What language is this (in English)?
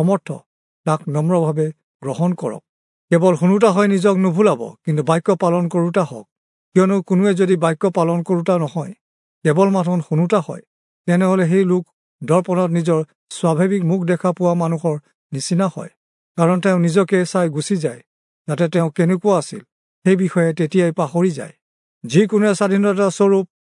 Assamese